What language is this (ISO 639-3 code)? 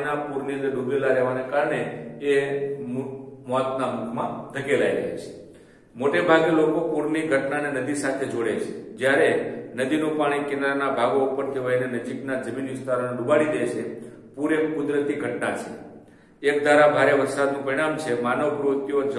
guj